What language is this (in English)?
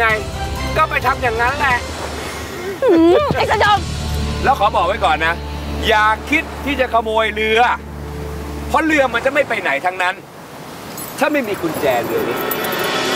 Thai